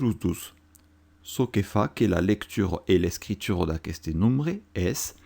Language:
Occitan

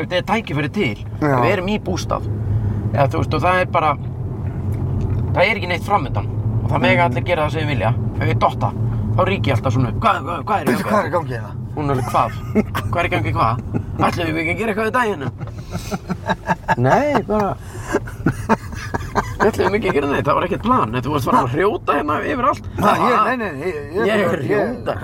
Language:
Icelandic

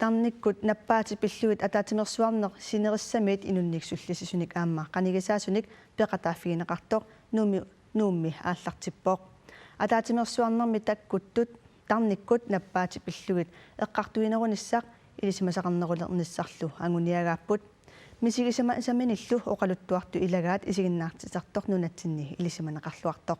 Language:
Kalaallisut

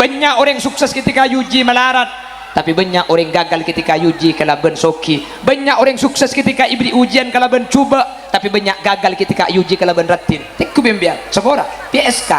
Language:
Madurese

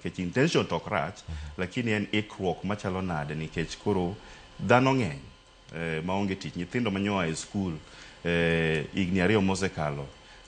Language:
Luo (Kenya and Tanzania)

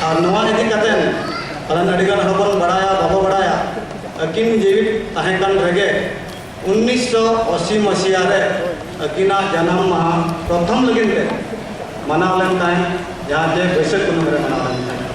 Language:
Santali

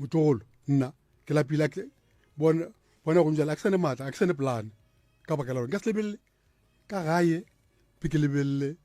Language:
Northern Sotho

